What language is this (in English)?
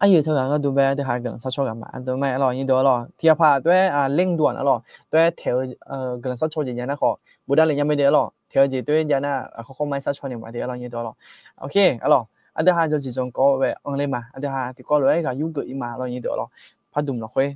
Akha